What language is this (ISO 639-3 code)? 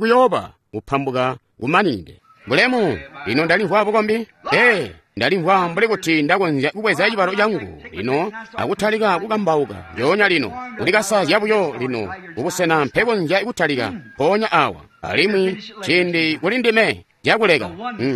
toi